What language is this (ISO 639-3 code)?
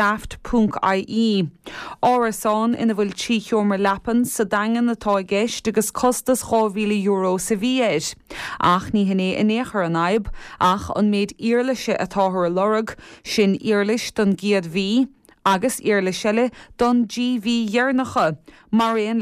gle